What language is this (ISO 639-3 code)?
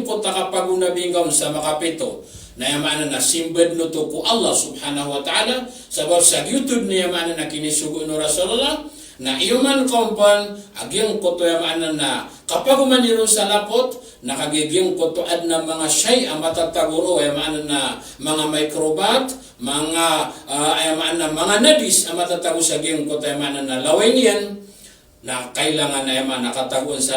mrw